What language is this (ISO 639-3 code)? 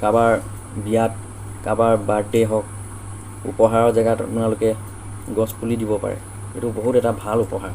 asm